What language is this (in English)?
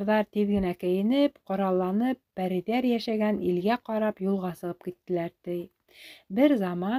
Bashkir